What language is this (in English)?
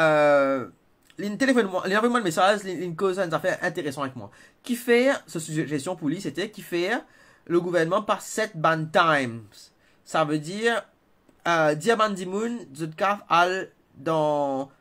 Morisyen